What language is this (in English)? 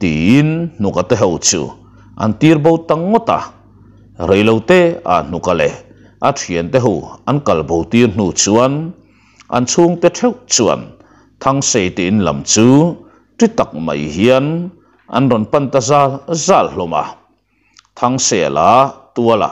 Mizo